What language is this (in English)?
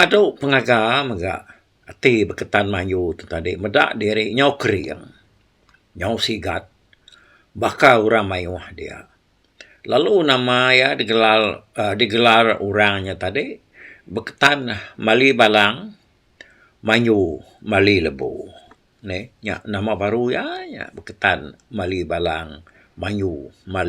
Iban